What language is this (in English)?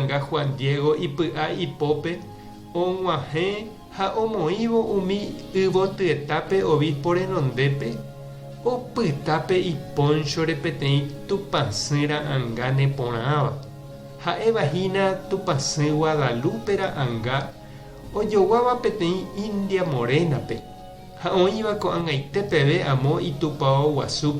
Guarani